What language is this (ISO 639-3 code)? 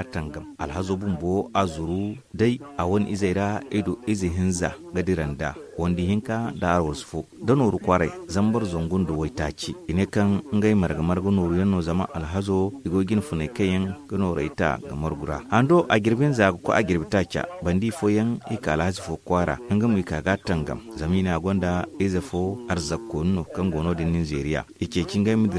dje